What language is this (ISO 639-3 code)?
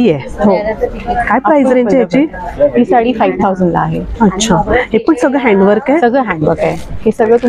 mar